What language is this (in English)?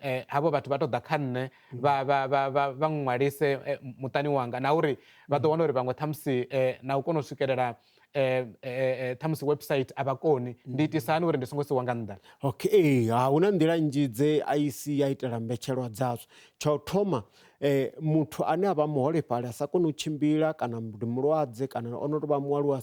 Venda